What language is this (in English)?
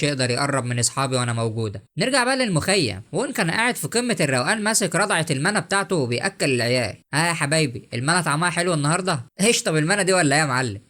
Egyptian Arabic